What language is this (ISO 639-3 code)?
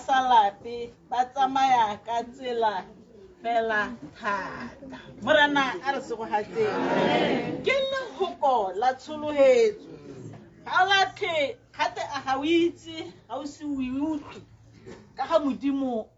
tsn